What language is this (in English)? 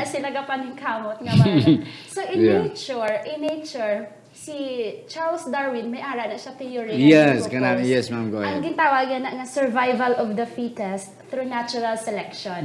Hiligaynon